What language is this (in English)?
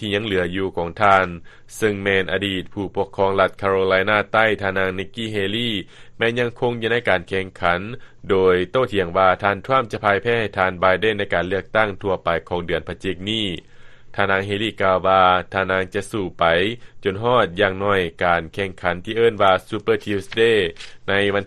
Lao